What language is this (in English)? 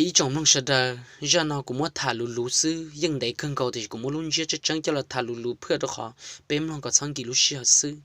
Hmong